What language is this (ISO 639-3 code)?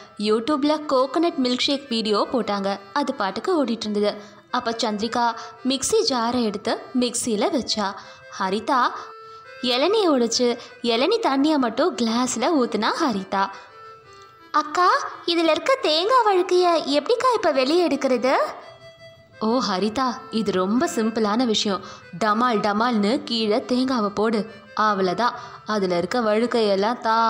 tam